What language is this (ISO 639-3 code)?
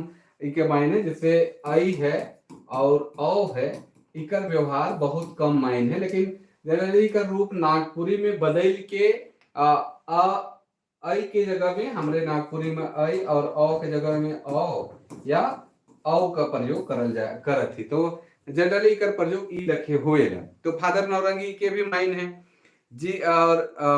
sck